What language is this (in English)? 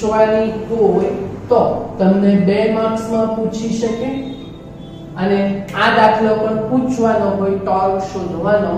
Gujarati